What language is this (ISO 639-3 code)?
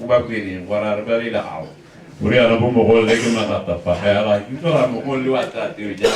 tsn